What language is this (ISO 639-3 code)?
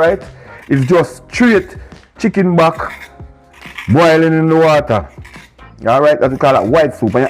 jam